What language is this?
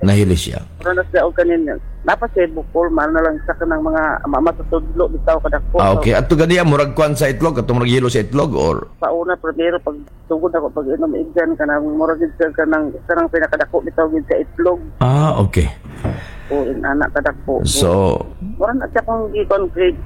Cebuano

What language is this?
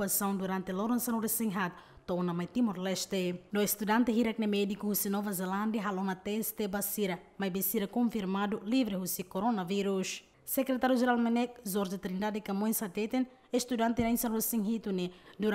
Tetum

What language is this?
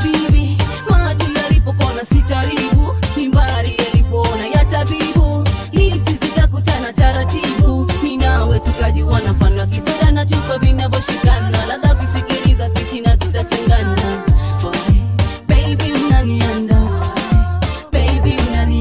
Swahili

